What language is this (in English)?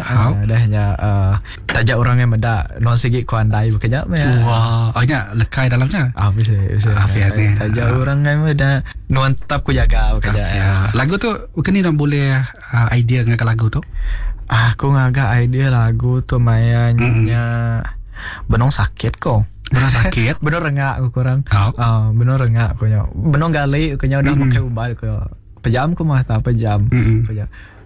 Iban